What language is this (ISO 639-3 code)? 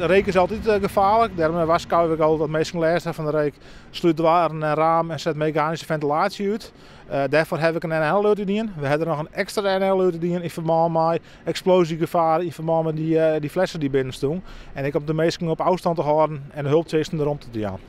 fry